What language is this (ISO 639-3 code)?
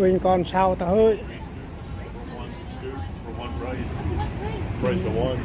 cmo